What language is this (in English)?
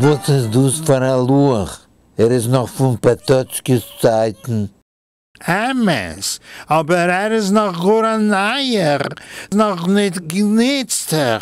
Yiddish